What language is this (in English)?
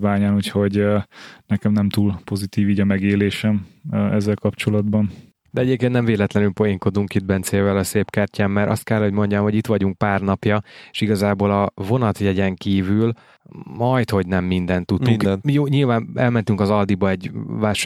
Hungarian